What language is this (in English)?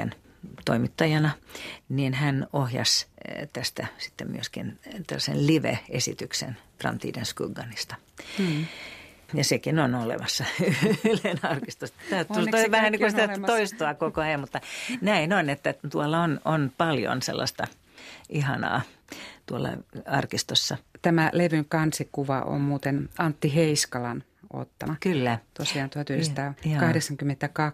Finnish